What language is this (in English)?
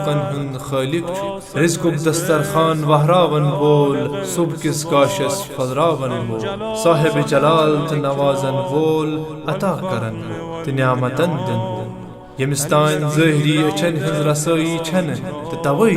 Kashmiri